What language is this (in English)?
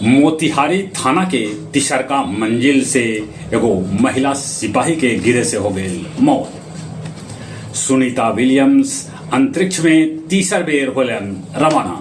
Magahi